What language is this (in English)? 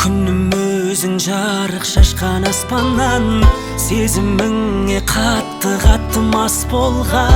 Kazakh